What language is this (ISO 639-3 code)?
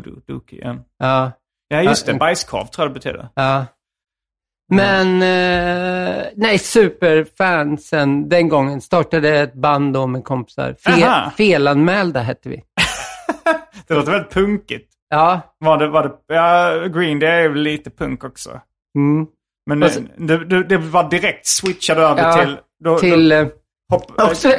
swe